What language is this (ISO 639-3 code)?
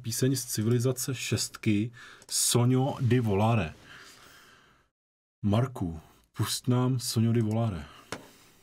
ces